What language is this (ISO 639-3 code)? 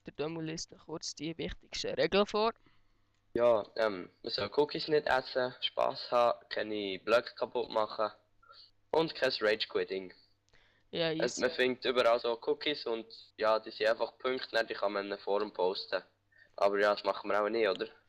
gsw